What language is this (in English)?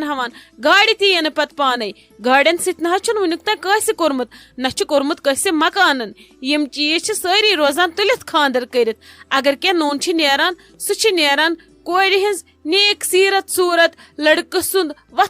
Kashmiri